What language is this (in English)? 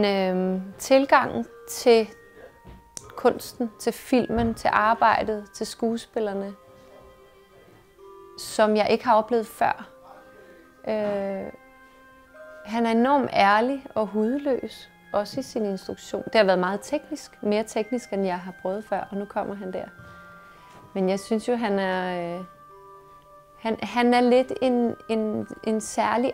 Danish